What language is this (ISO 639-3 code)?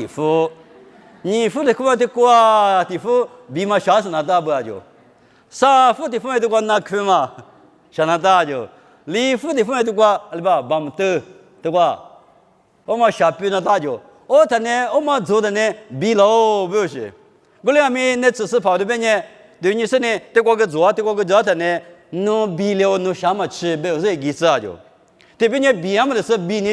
lis